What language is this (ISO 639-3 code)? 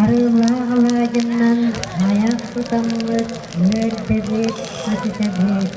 sah